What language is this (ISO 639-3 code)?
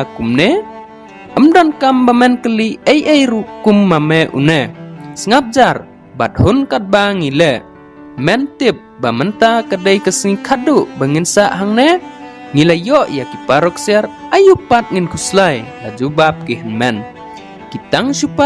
kha